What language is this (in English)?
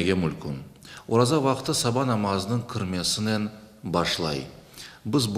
Crimean Tatar